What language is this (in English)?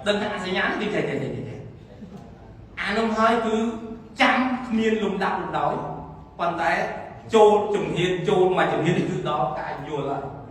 Khmer